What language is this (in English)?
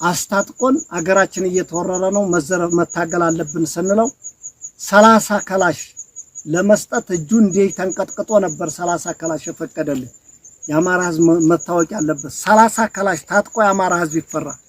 Amharic